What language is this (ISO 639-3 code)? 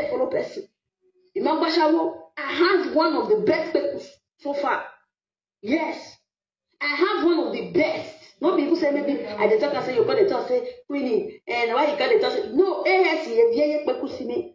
pcm